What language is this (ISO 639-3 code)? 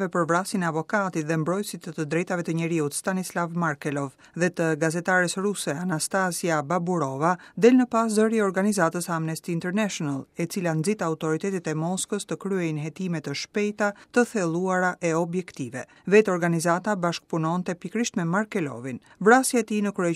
sqi